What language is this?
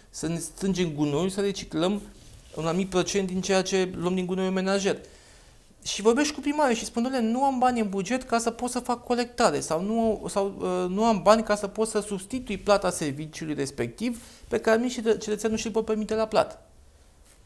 Romanian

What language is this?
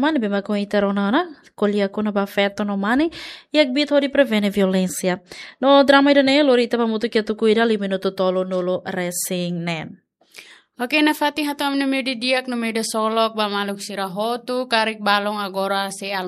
Tetum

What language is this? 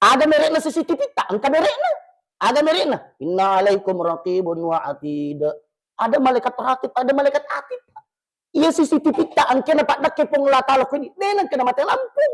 Buginese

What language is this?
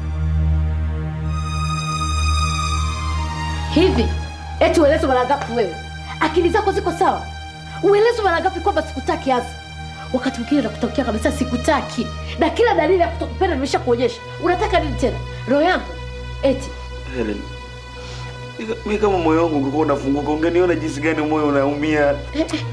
Swahili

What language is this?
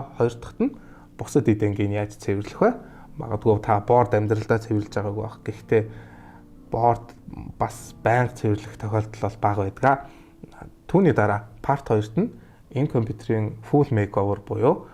Mongolian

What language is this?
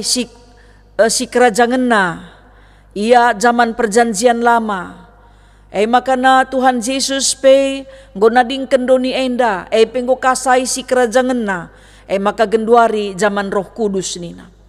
Batak Karo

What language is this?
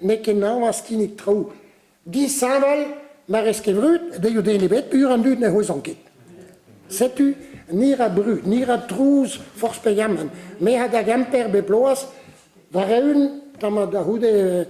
Breton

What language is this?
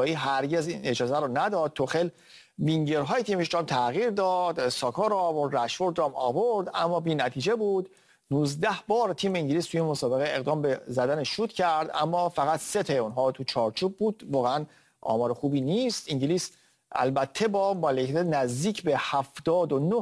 Persian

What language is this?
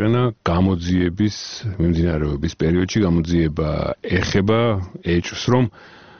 Georgian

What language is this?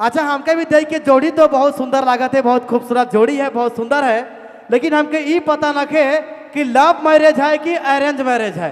Sadri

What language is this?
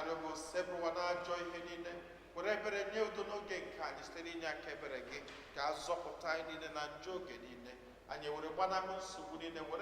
Igbo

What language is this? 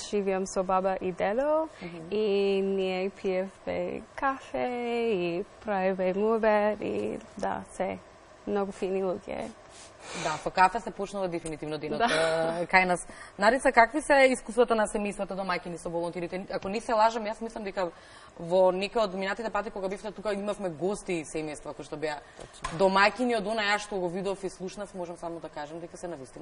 Macedonian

